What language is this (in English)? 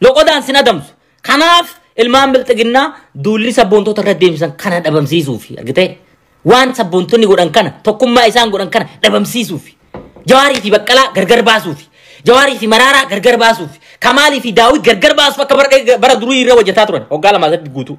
Oromo